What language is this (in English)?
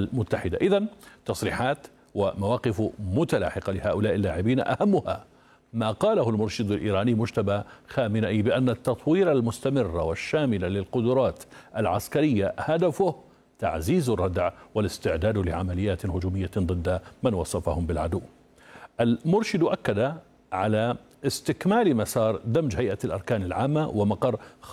Arabic